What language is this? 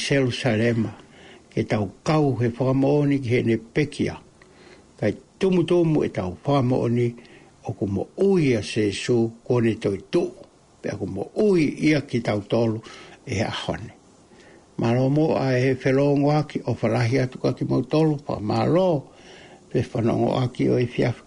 Tongan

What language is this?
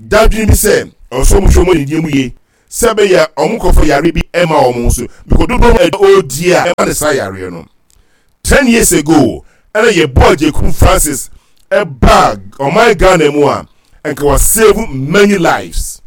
Akan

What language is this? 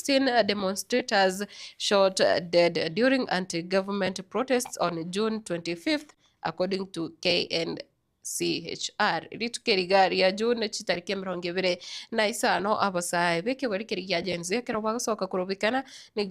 Gusii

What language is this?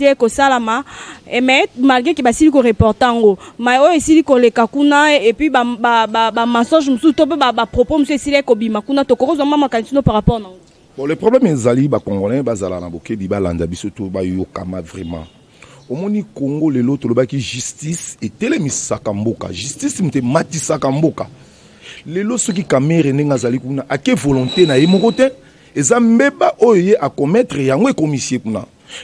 Lingala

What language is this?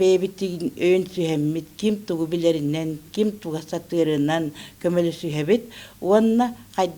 Yakut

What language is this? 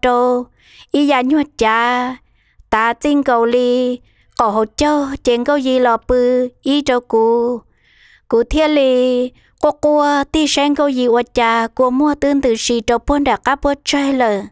Hmong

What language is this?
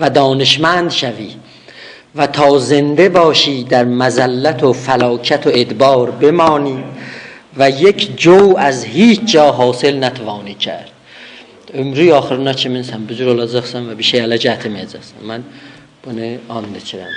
South Azerbaijani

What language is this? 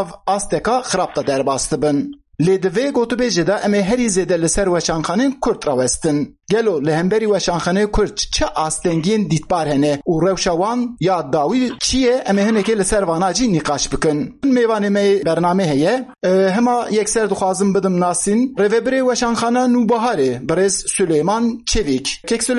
Kurdish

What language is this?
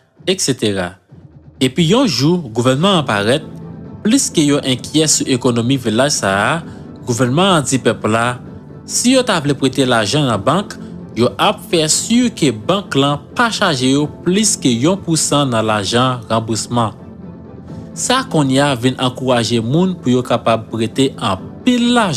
Haitian Creole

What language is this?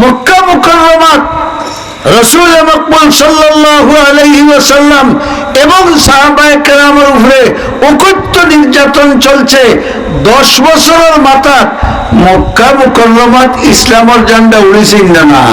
Sylheti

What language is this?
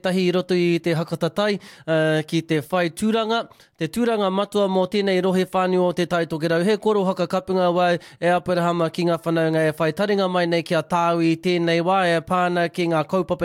Māori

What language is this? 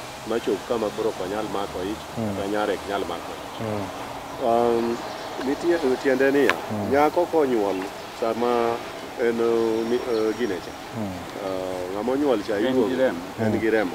Luo (Kenya and Tanzania)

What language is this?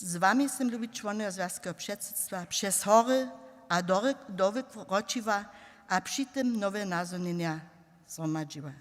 Upper Sorbian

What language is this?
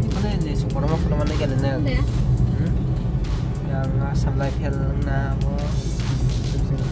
Kok Borok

